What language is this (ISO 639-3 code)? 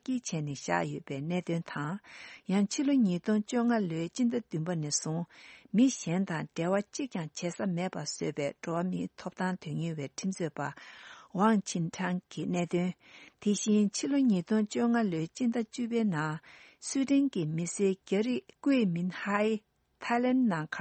bod